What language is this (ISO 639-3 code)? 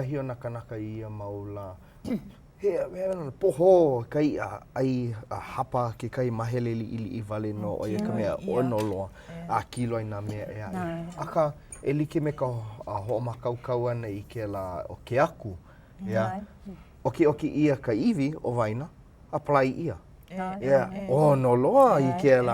haw